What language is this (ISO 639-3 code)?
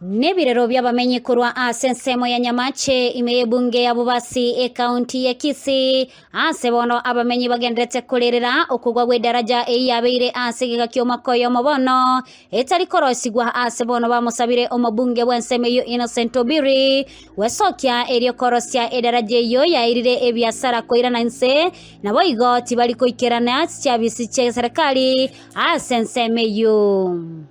guz